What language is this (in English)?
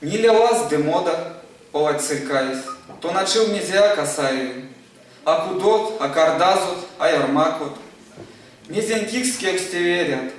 Erzya